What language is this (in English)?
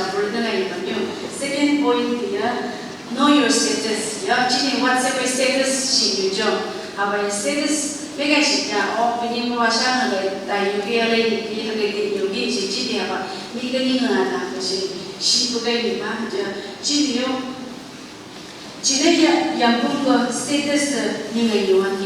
Phom Naga